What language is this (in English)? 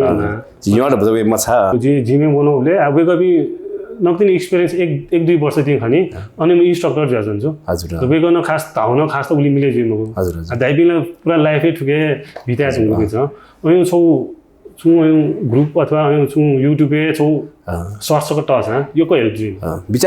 Newari